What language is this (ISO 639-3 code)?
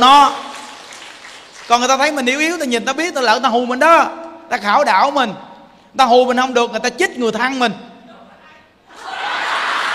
vie